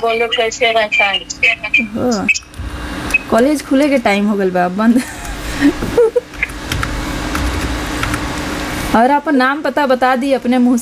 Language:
Bhojpuri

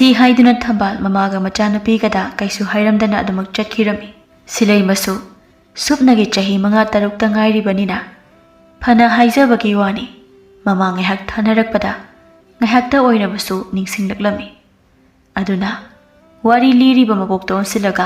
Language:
Manipuri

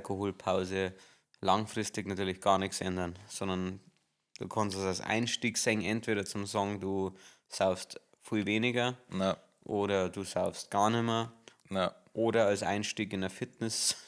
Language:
Bavarian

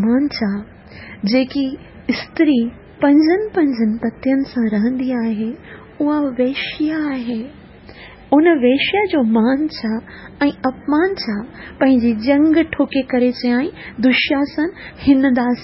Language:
Sindhi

